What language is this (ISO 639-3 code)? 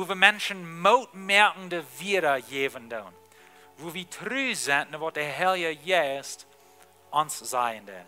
pdt